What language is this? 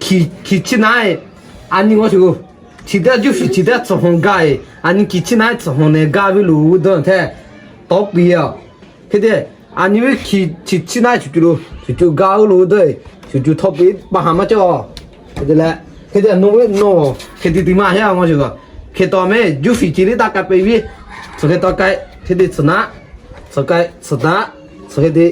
Lahu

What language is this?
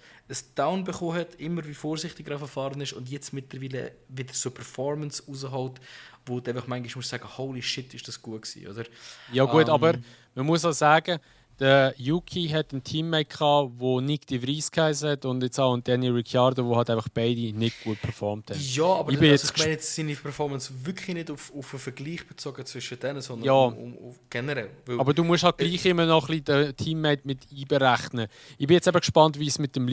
Swiss German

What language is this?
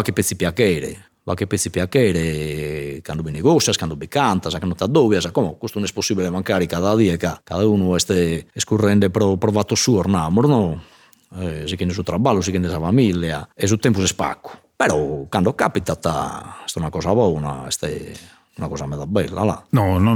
Sardinian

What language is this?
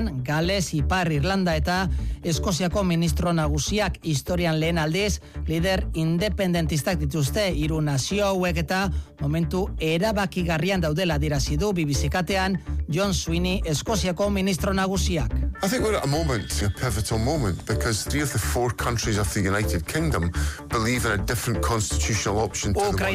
Basque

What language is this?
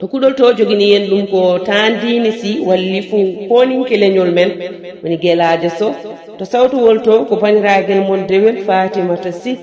Fula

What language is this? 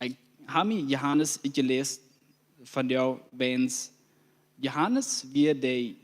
Plautdietsch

